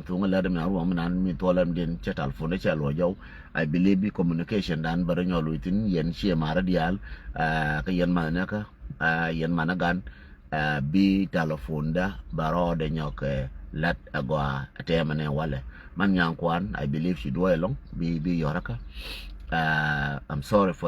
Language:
Nuer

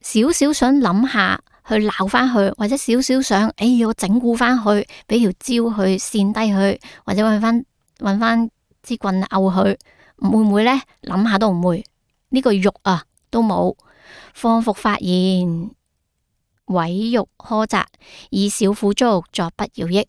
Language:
Cantonese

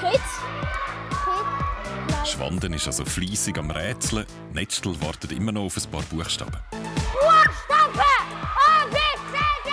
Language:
Swiss German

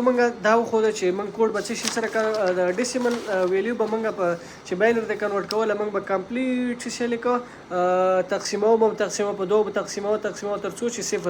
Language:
Pashto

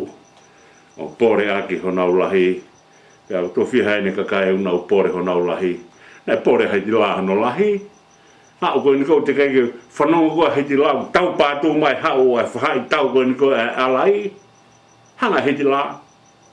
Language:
Tongan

